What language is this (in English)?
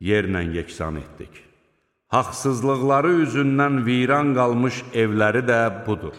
Azerbaijani